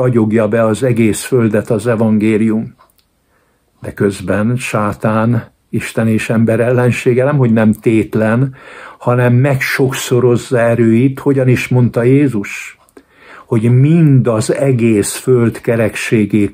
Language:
Hungarian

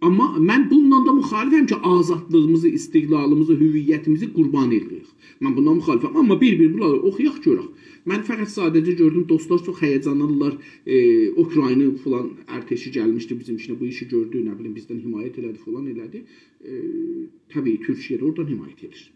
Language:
South Azerbaijani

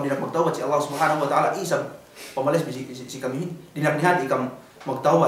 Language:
Yakan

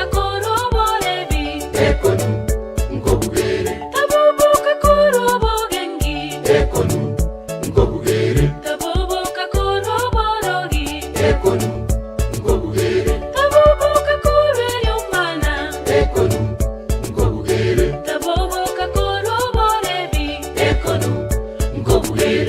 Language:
Gusii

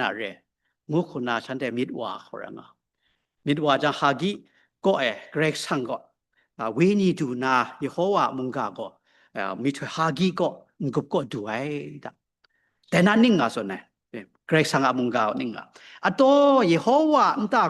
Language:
Kachin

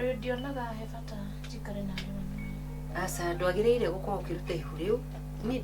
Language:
Kikuyu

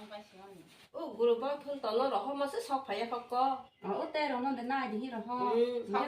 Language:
Kok Borok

